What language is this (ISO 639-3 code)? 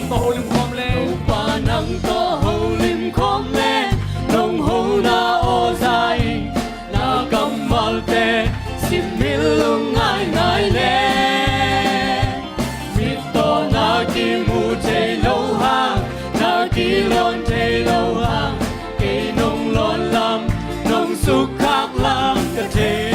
ctd